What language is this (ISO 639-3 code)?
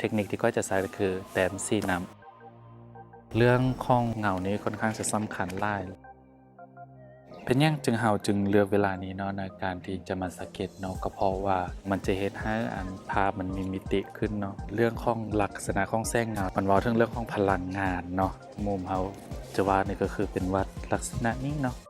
lao